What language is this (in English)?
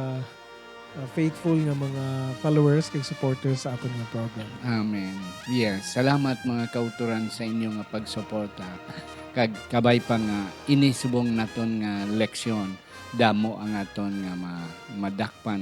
Hiligaynon